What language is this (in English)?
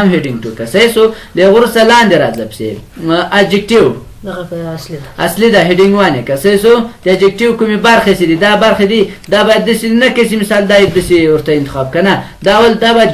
Pashto